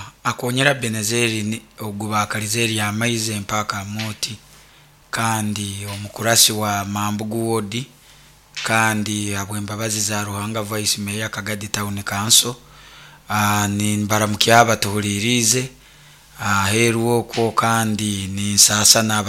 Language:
Nyoro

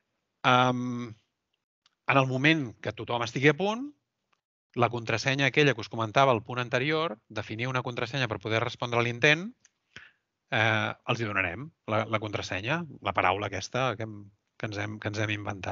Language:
Catalan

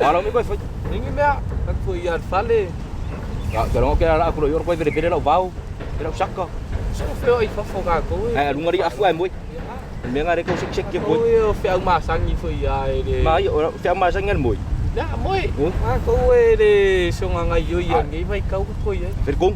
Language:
Samoan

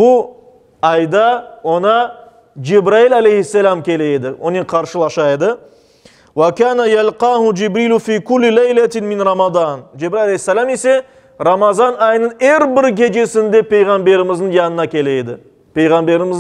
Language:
Crimean Tatar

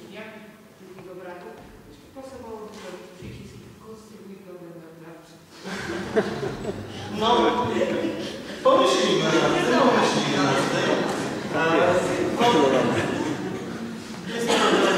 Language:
Polish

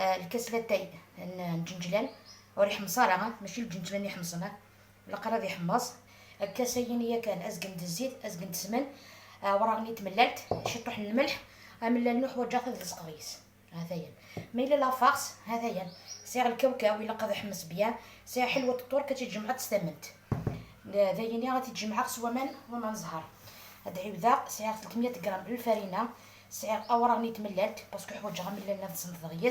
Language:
Algerian Arabic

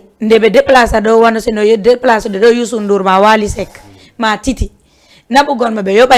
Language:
Fula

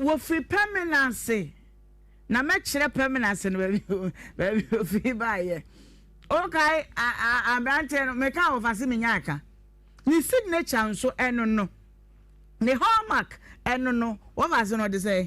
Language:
Akan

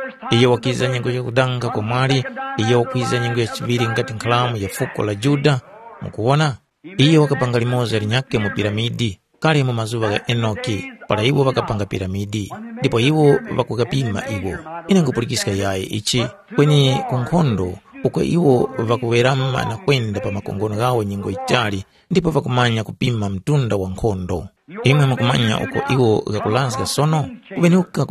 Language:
Tumbuka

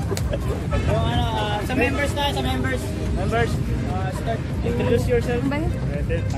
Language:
Filipino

